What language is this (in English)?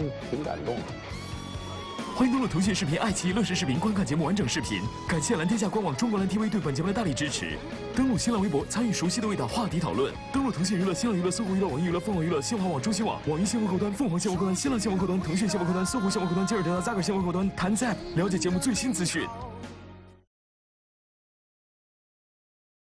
Chinese